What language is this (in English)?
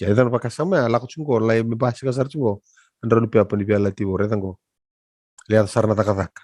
Fijian